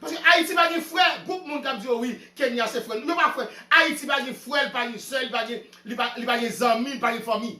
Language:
Haitian Creole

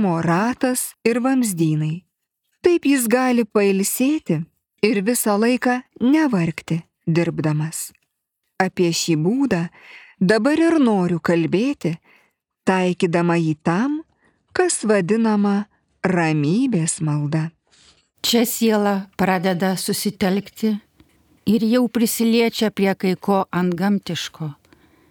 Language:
Lithuanian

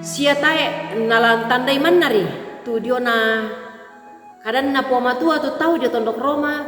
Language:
Toraja-Sa'dan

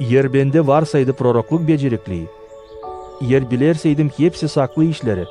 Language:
Gagauz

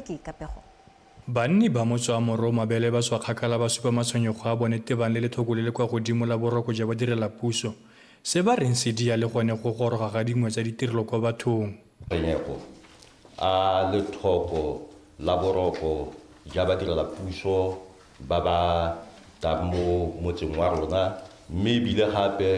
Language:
Tswana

